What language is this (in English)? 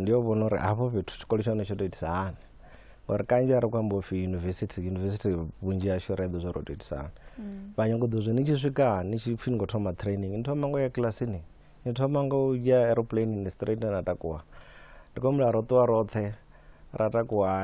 Venda